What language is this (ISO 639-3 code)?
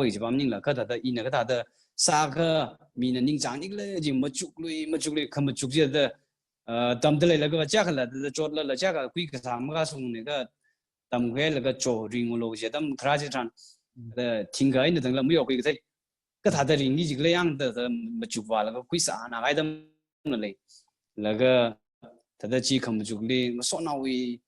nmf